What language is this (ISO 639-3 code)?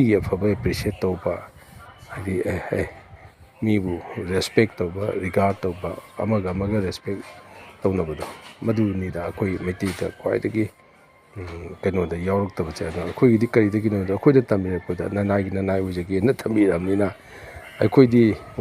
mni